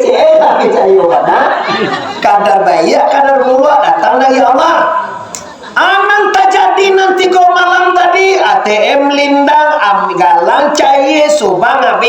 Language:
Minangkabau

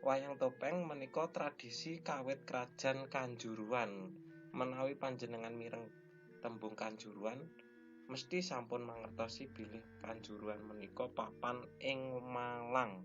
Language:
Javanese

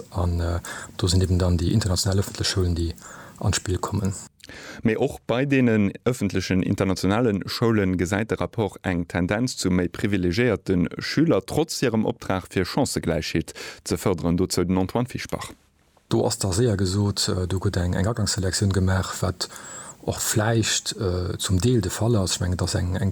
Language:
Luxembourgish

